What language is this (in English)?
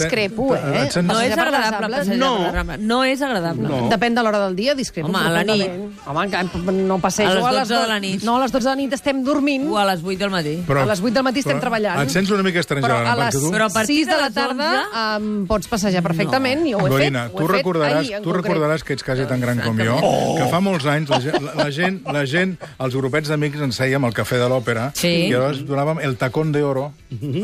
Catalan